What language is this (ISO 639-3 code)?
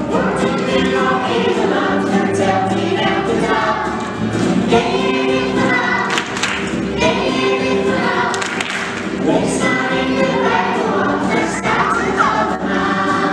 nld